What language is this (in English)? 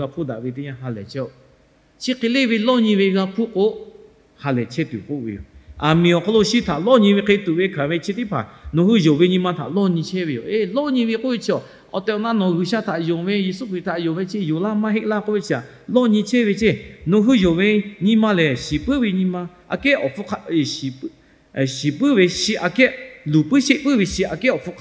Lahu